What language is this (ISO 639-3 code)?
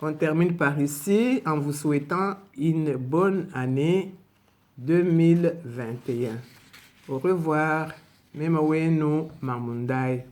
lua